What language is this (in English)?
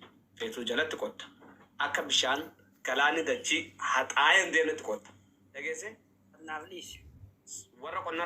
Oromo